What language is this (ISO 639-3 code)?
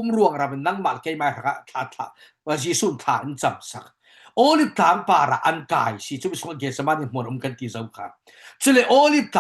cfm